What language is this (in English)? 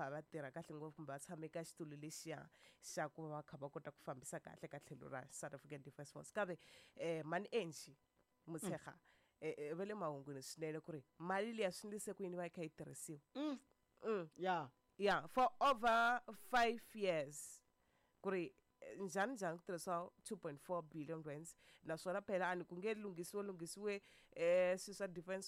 Tsonga